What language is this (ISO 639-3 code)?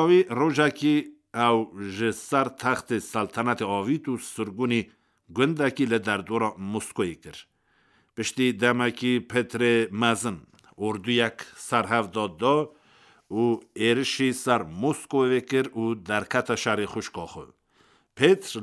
kur